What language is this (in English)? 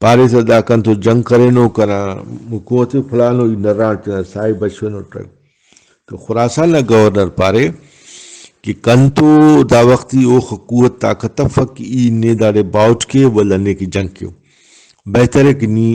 Brahui